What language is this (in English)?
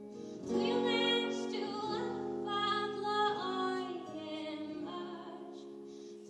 Faroese